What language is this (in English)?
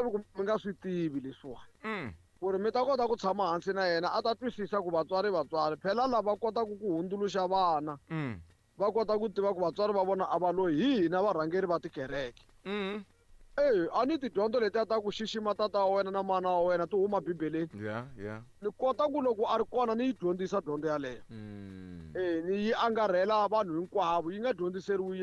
Tsonga